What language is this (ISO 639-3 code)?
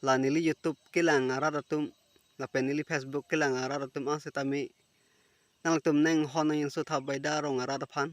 mjw